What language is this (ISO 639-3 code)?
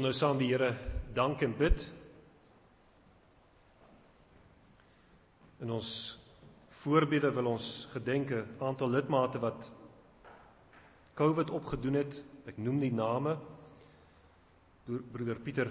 afr